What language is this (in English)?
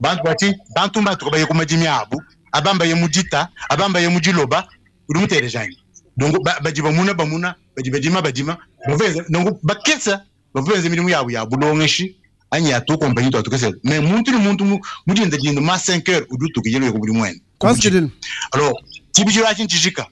Luba-Lulua